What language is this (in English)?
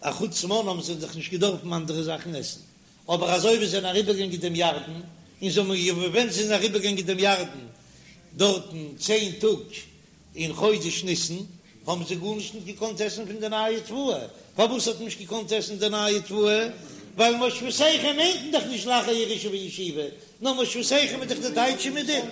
Yiddish